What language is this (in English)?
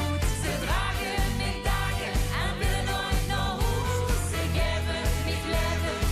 Limburgish